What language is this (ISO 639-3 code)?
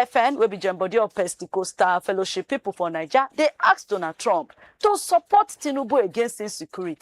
pcm